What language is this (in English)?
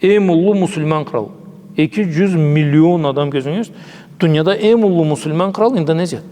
Karachay-Balkar